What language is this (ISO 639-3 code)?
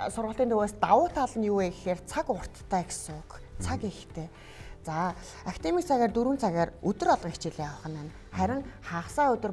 mon